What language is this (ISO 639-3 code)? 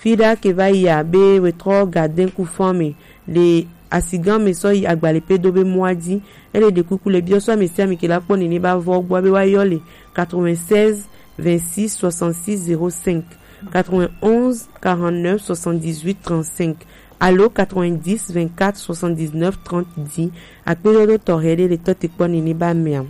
gej